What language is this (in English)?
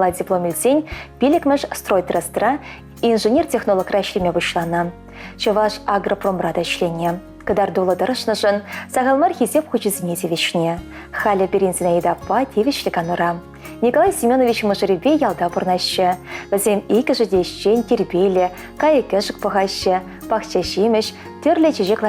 Chuvash